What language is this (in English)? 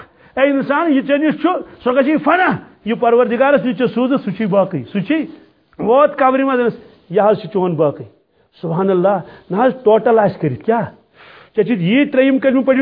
Kashmiri